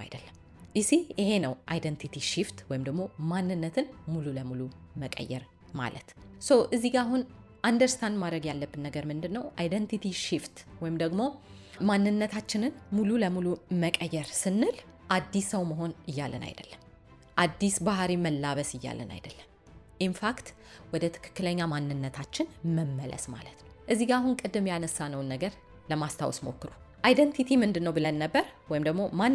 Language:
Amharic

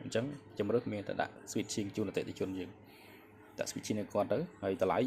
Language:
Khmer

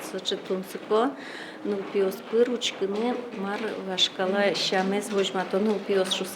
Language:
Udmurt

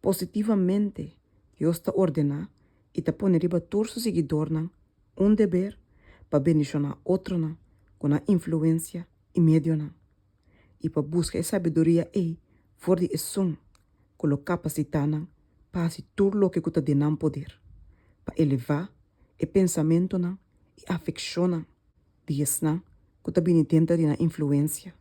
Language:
Papiamento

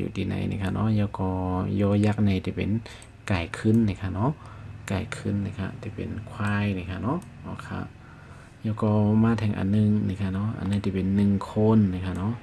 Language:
Shan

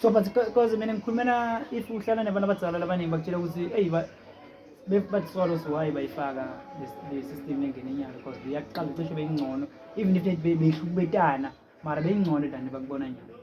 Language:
Zulu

